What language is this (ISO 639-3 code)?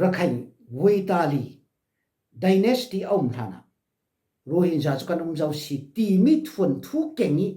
cfm